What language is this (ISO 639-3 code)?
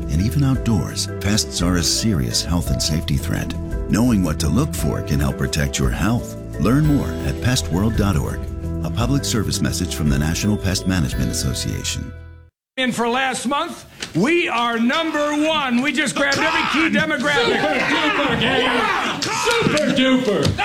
eng